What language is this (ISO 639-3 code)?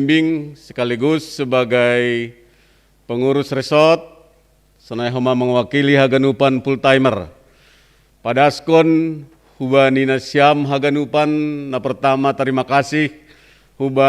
bts